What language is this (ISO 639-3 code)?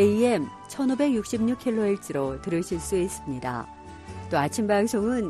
kor